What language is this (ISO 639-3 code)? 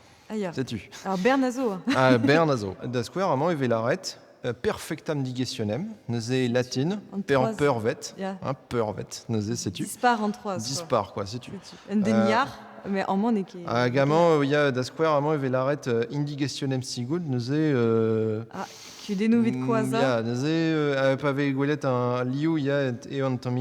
bre